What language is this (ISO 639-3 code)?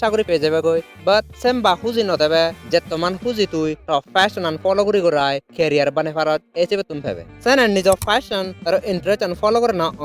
ccp